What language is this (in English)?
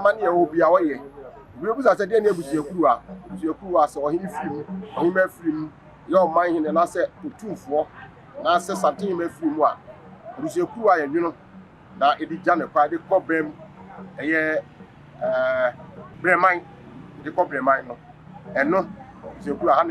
Akan